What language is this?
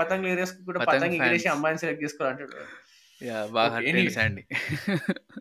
Telugu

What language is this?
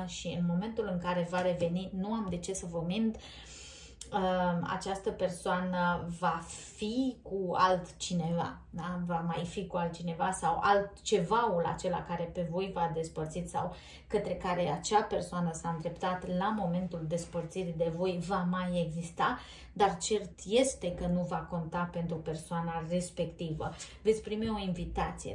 Romanian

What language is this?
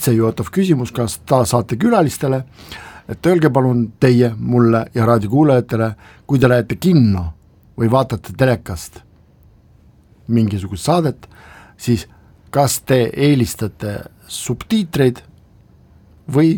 Estonian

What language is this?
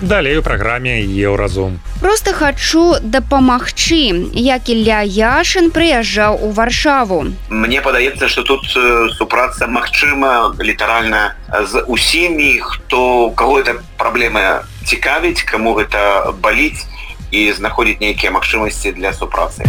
Belarusian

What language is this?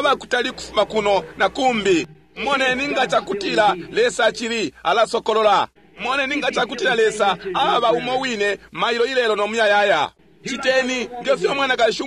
Bemba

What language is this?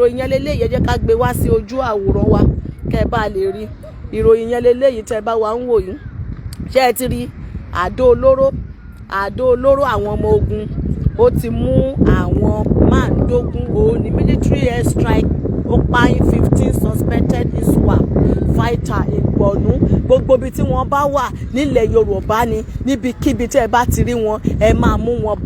Yoruba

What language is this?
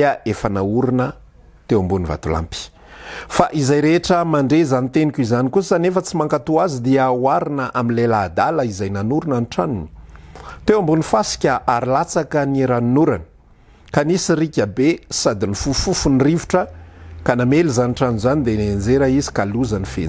Malagasy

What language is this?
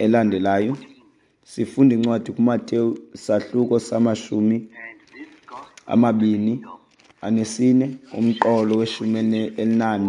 Xhosa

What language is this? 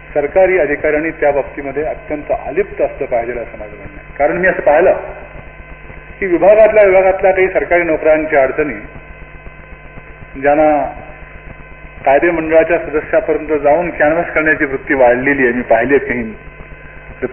Marathi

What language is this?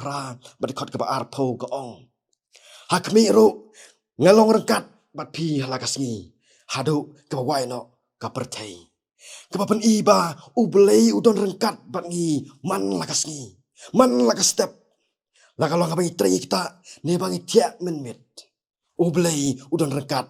Khasi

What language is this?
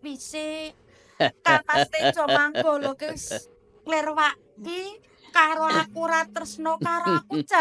Javanese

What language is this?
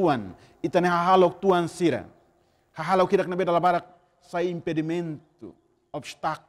Tetum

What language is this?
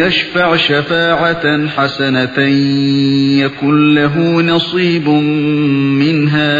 Uyghur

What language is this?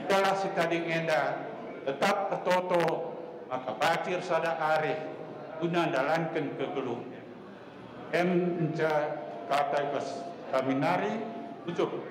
Batak Karo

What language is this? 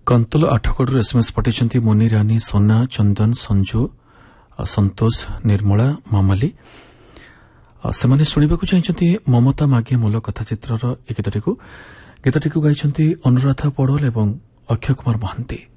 Odia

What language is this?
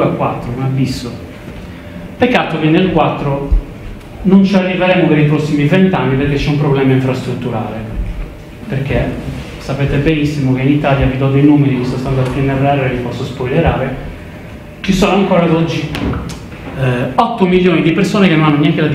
Italian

